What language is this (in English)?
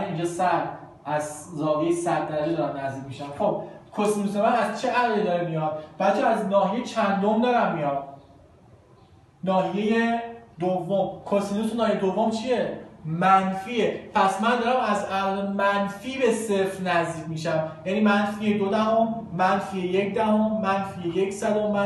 Persian